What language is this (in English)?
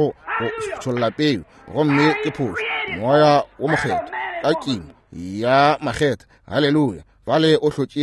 Northern Sotho